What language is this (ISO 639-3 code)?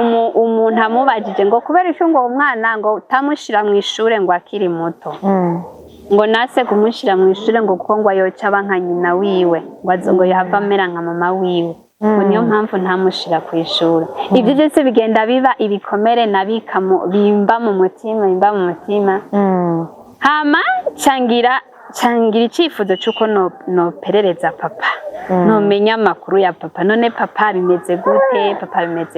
run